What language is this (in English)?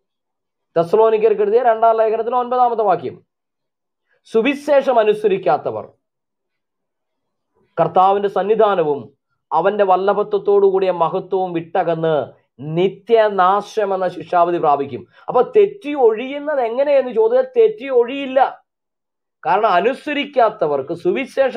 Malayalam